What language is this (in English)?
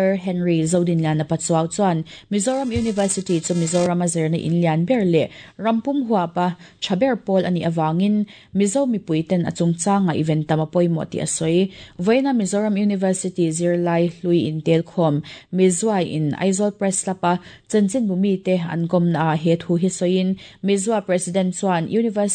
Mizo